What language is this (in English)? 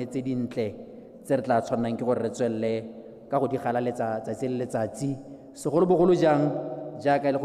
Tswana